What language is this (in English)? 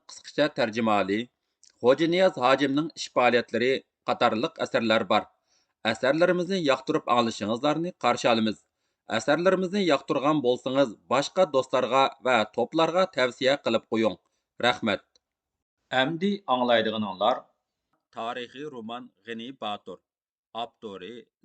Uyghur